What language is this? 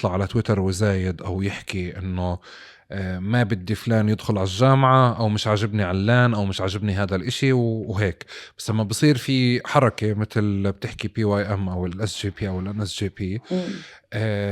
North Levantine Arabic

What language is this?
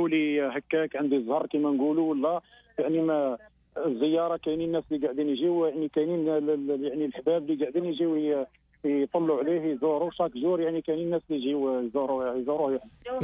Algerian Arabic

